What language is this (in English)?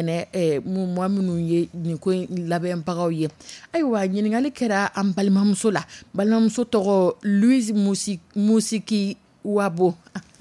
Dyula